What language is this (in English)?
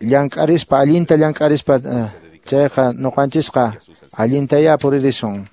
Quechua